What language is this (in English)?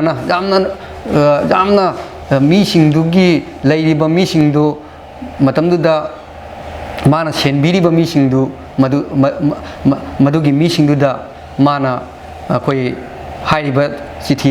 Manipuri